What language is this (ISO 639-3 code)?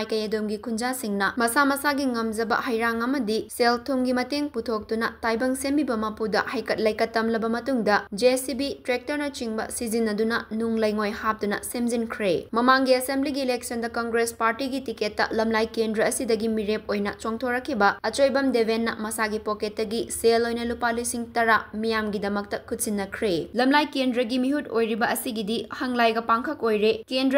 mni